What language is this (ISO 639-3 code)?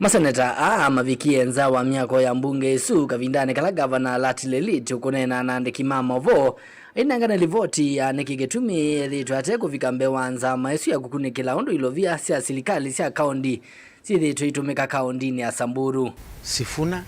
kam